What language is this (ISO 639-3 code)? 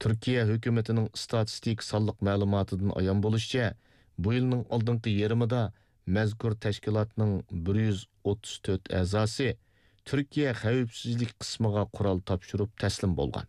uig